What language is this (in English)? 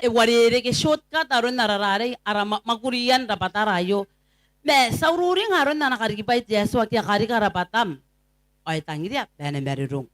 Gilbertese